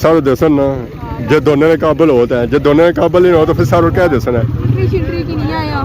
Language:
Pahari-Potwari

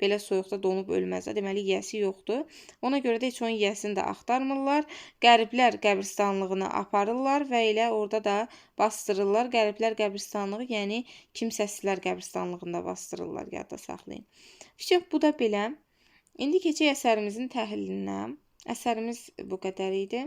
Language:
Azerbaijani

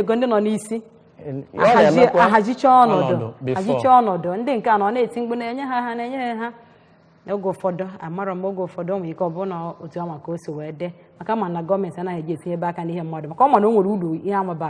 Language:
Igbo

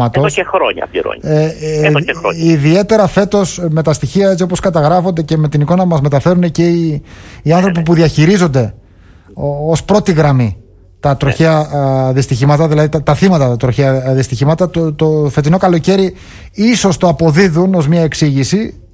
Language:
Greek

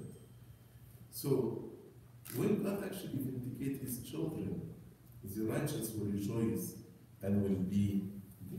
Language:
English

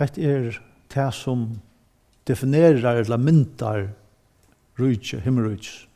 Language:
Faroese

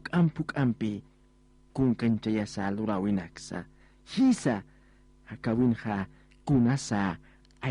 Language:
Aymara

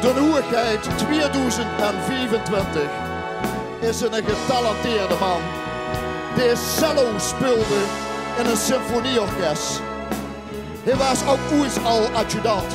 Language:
Limburgish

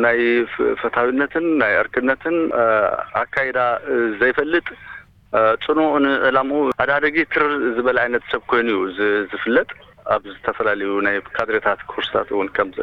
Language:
Tigrinya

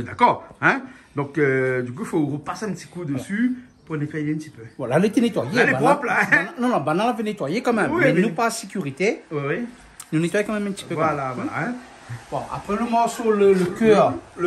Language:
Réunion Creole French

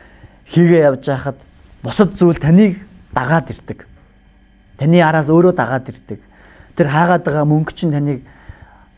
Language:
Mongolian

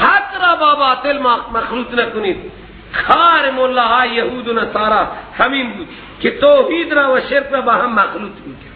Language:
Persian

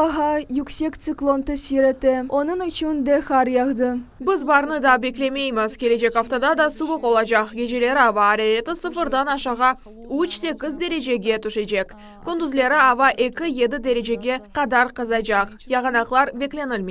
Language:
Crimean Tatar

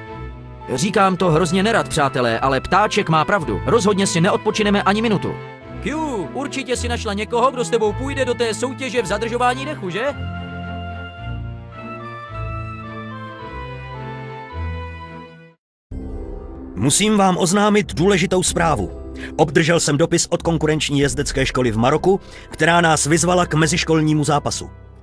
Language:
Czech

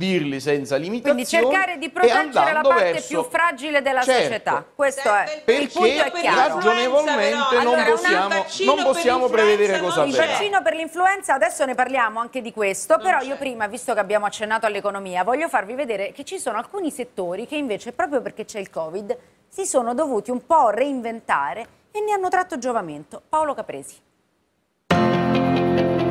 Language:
Italian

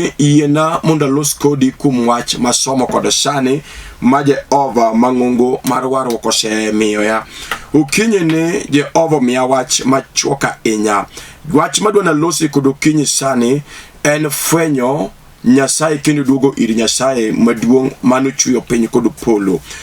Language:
Luo (Kenya and Tanzania)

